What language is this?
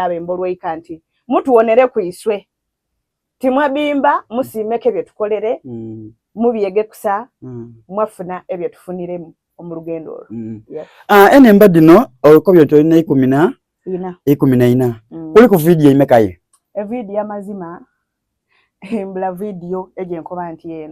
Soga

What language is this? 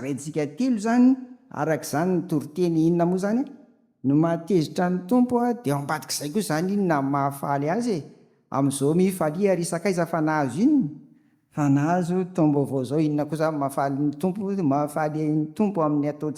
Malagasy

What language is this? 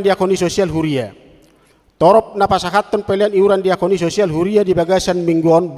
Batak Toba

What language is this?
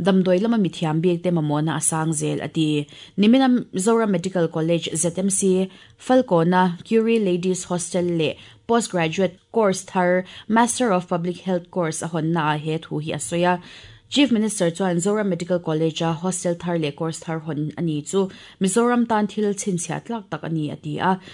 Mizo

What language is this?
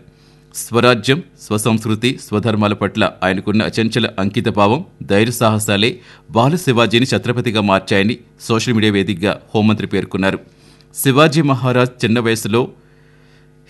Telugu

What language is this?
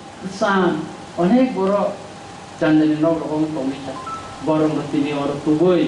Kok Borok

